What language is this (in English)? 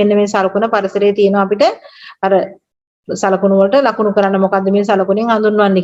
Sinhala